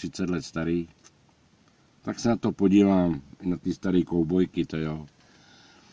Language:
Czech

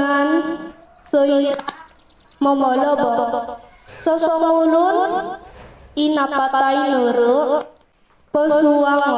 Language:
Central Dusun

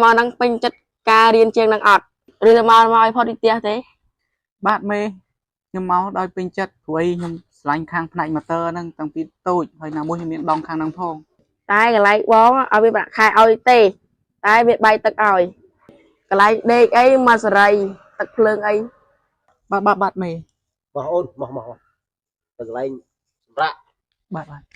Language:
Khmer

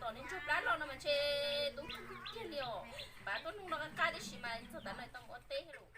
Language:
Hmong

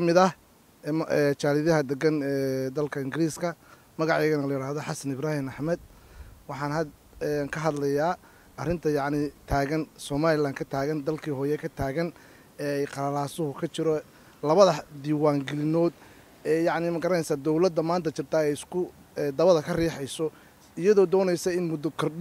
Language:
Somali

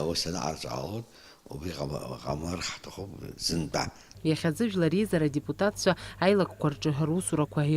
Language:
Abkhazian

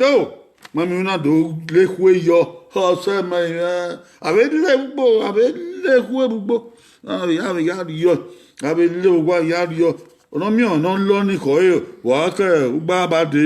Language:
Bini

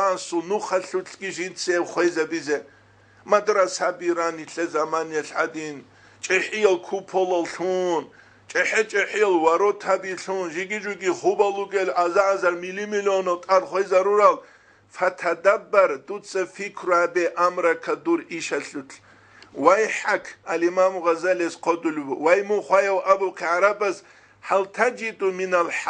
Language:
Avaric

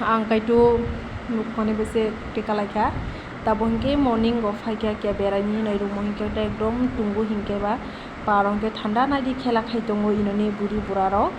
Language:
Kok Borok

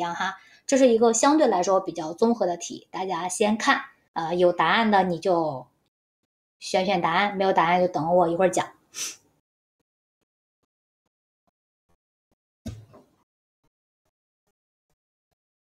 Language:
Chinese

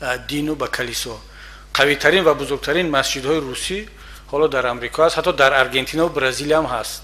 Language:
Tajik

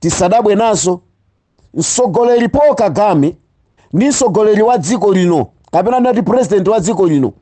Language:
Nyanja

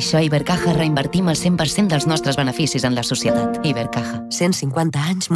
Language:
Catalan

